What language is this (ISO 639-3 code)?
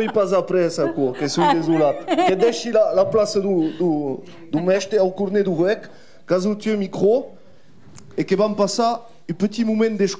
oci